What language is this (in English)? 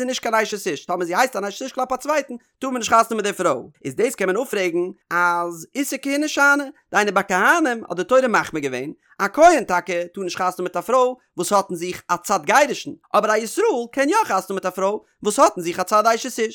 Yiddish